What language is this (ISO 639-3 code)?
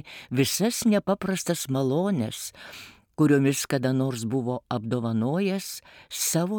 lit